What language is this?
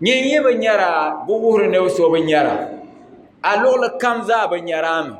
Dagbani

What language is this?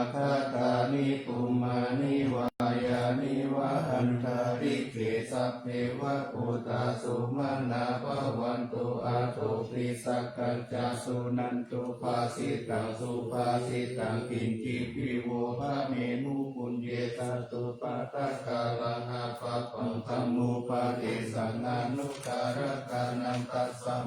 Pali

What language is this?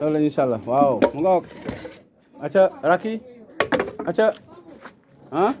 Wolof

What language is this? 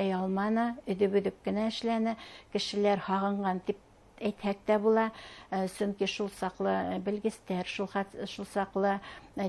Bashkir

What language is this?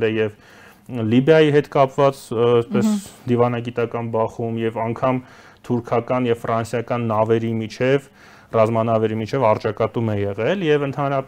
Armenian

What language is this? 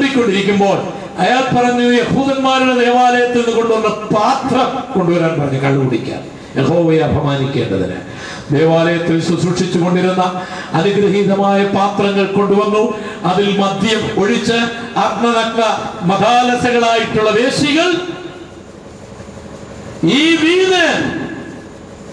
Malayalam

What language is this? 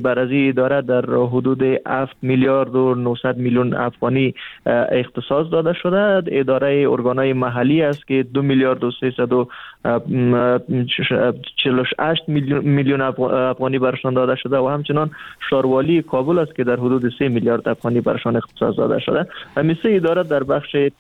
Persian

